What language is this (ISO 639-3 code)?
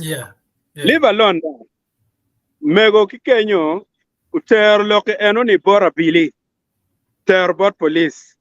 ach